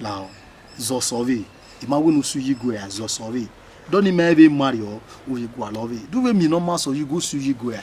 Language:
Bini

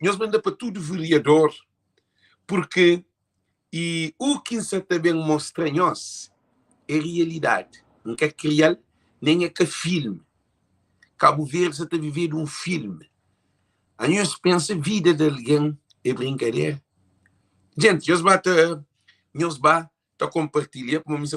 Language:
Kabuverdianu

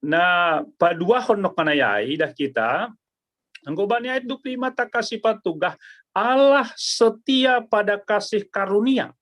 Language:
Batak Simalungun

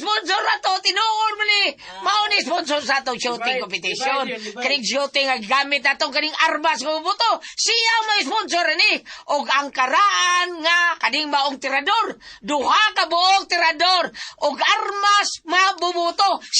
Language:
Cebuano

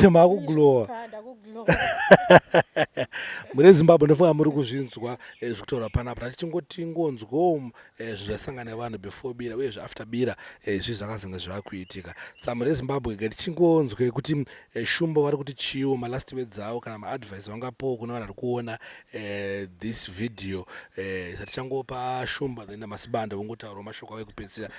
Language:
Shona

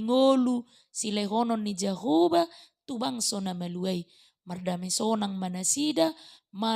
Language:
Batak Toba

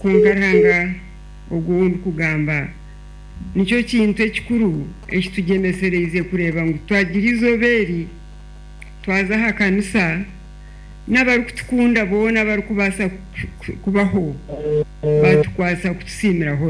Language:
Nyankole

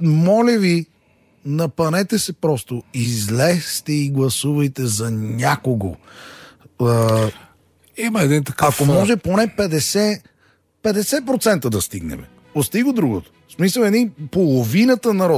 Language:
Bulgarian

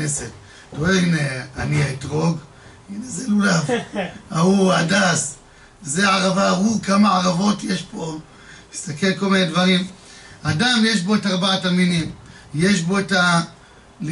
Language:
Hebrew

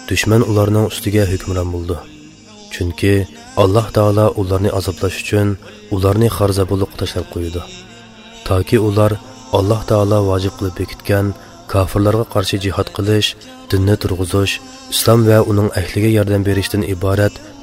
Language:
Uyghur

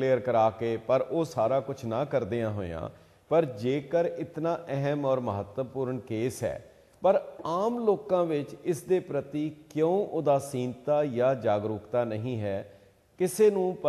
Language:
Punjabi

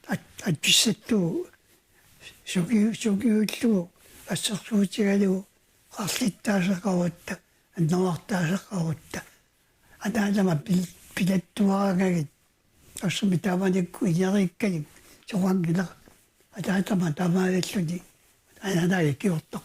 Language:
Kalaallisut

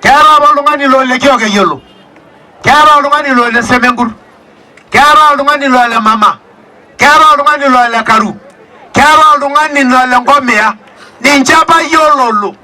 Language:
Masai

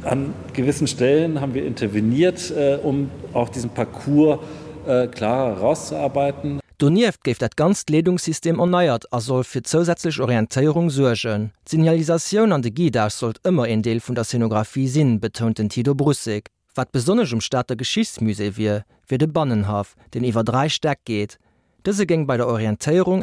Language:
Luxembourgish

